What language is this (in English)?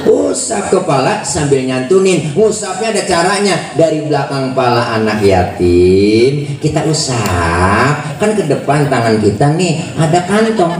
Betawi